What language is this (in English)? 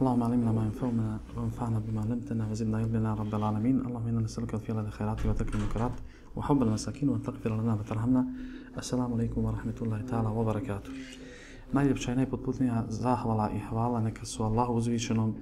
Bosnian